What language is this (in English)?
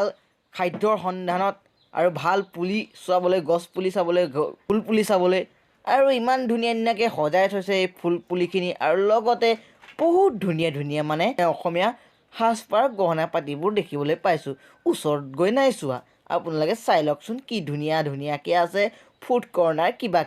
Assamese